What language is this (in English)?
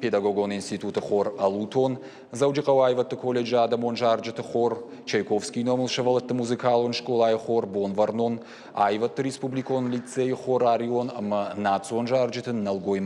Ossetic